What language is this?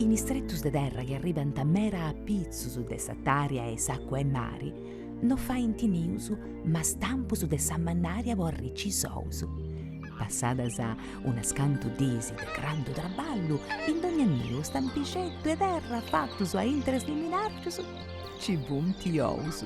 Sardinian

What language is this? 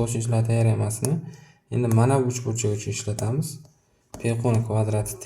Uzbek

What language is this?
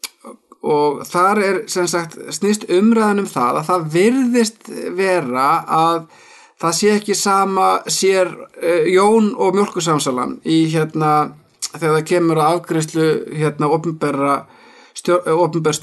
Icelandic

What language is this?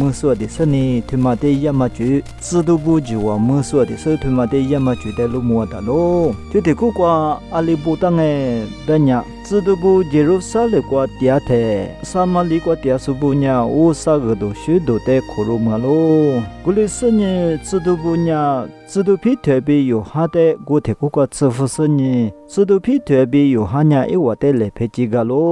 Lisu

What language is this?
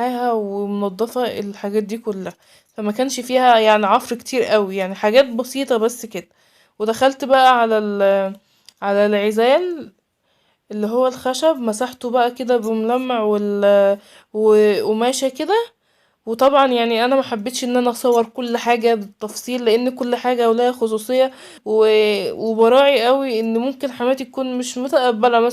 Egyptian Arabic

